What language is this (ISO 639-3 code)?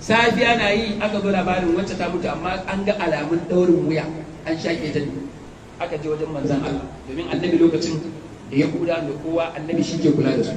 hau